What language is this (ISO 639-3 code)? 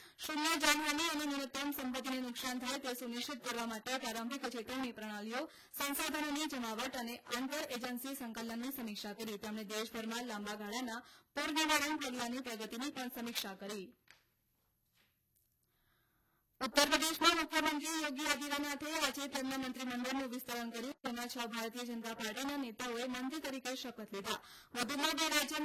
guj